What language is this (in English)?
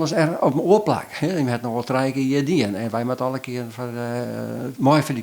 Western Frisian